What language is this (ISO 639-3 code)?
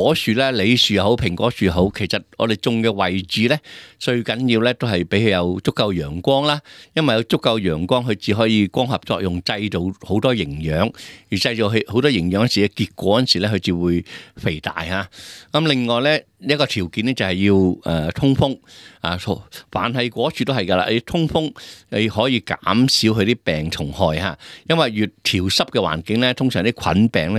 yue